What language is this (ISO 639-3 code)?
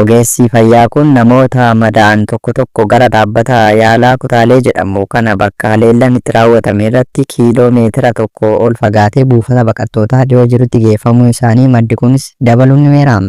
orm